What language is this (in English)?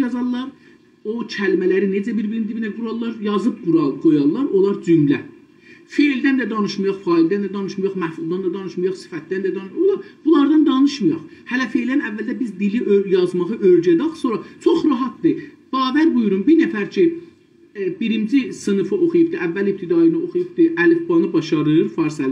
South Azerbaijani